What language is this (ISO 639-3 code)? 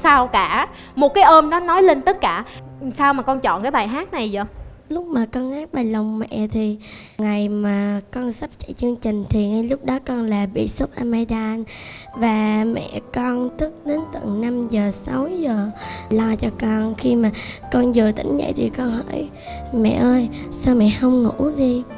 vie